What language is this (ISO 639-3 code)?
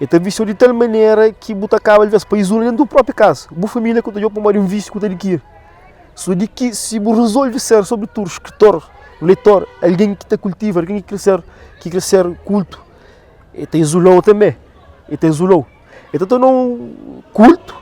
kea